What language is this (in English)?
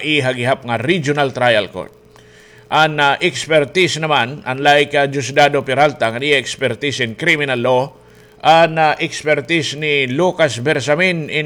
Waray